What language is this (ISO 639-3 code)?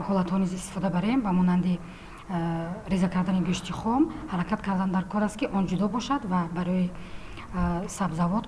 tgk